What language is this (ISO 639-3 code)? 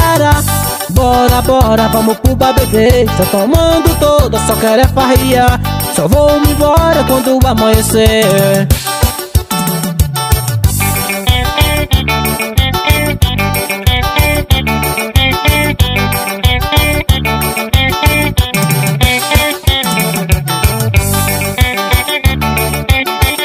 por